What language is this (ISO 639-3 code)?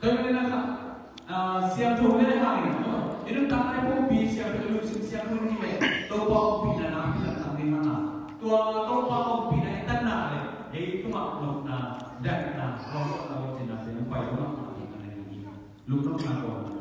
ctd